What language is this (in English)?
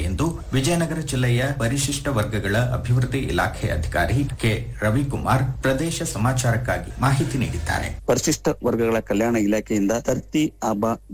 Kannada